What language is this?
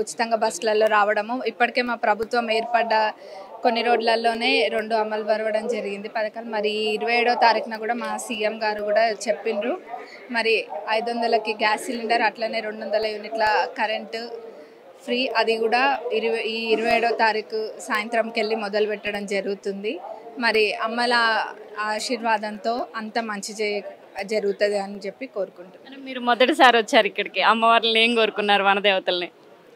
Telugu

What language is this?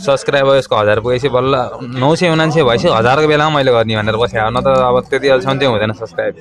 Nepali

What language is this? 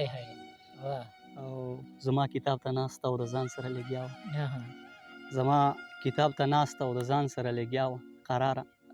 Pashto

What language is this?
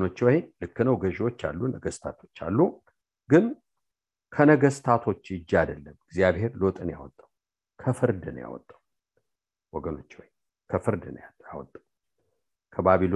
Amharic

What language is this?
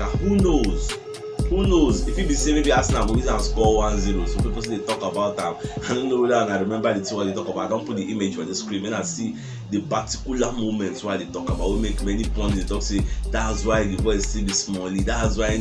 Nigerian Pidgin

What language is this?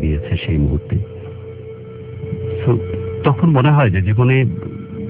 Bangla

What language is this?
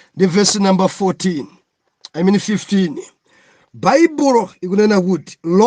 Nyanja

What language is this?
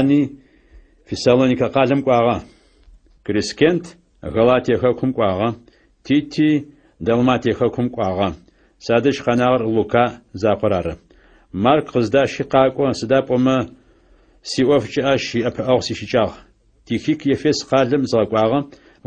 Adyghe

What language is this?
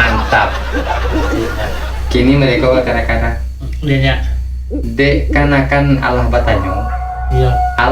Minangkabau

